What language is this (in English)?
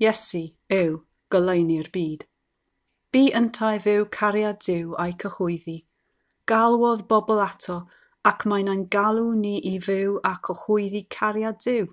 Welsh